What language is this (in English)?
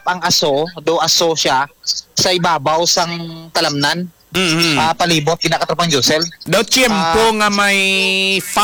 Hiligaynon